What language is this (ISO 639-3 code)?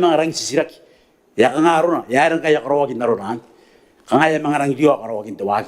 gil